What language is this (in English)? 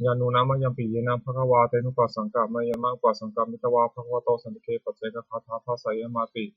Pali